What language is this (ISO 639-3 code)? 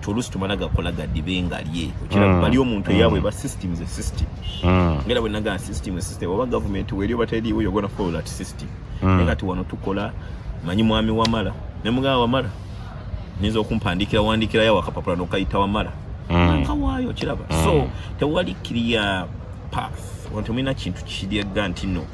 lug